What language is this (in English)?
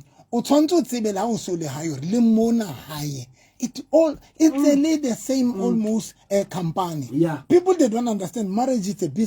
Southern Sotho